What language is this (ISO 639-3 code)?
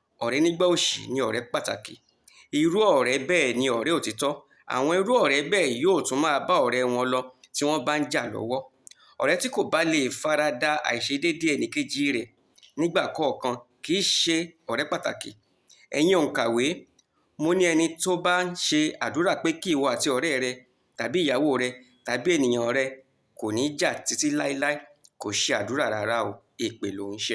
yor